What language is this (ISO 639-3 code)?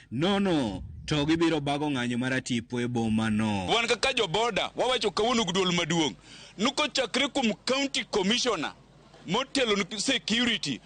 luo